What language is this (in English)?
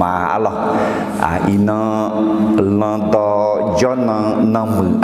Akha